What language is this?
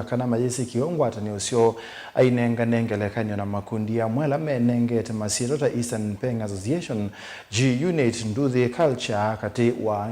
Kamba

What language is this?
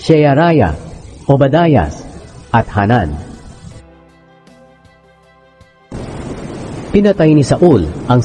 Filipino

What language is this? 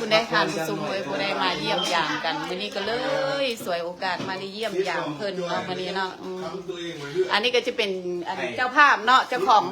Lao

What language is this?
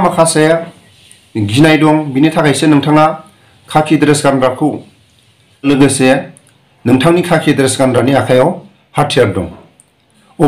Bodo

